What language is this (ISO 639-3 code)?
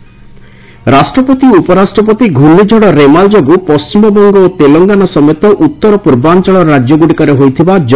ori